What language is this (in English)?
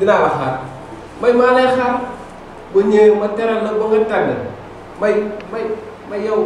Wolof